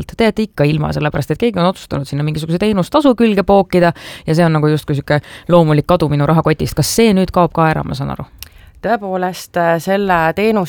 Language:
Estonian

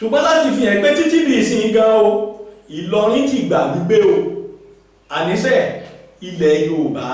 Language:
Yoruba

